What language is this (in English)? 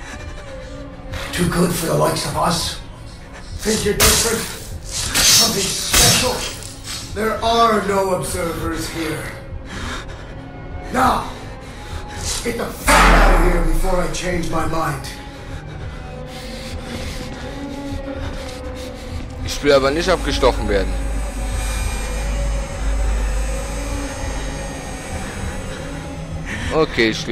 German